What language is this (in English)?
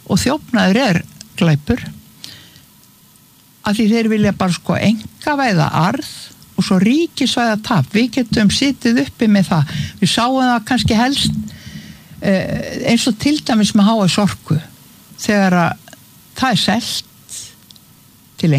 Icelandic